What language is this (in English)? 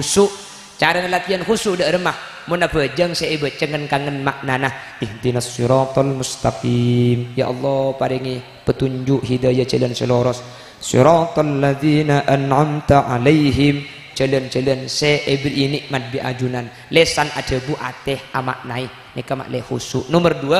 Madurese